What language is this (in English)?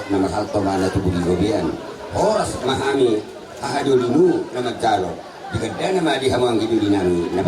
Batak Toba